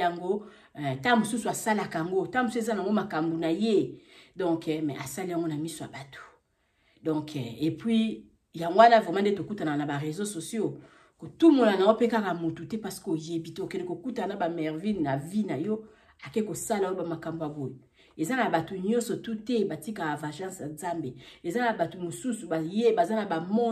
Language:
Lingala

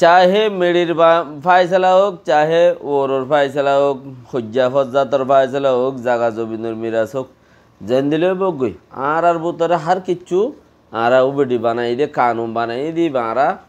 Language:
Rohingya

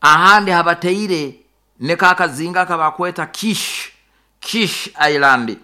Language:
Nyoro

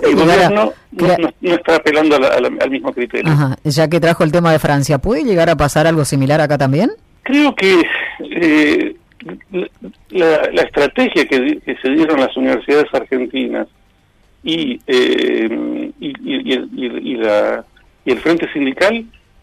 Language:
Spanish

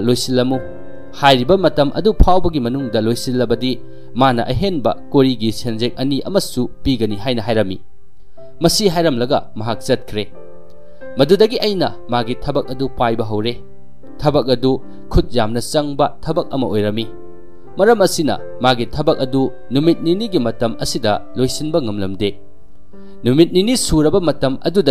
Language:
Manipuri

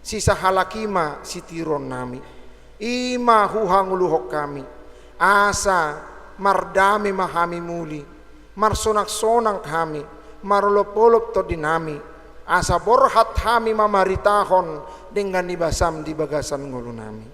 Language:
Batak Toba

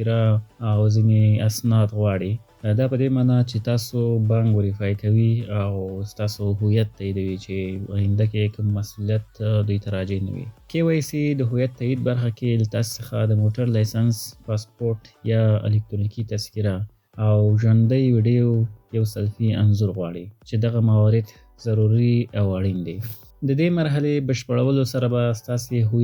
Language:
Pashto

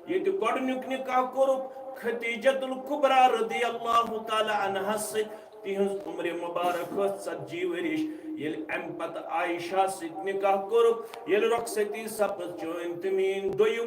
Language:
Kashmiri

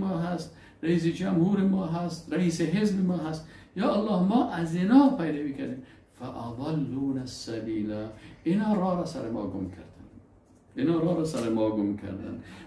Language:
Persian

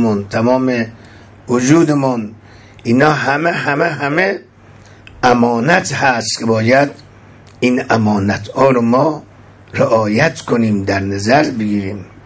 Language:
Persian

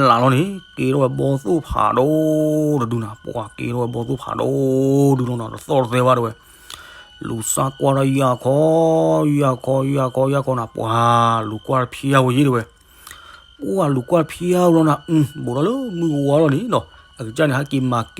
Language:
S'gaw Karen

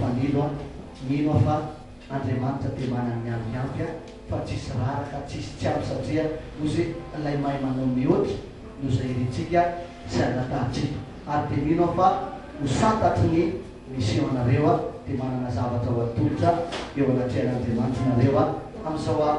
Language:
Malagasy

